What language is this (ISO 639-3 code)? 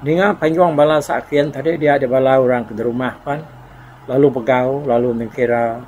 iba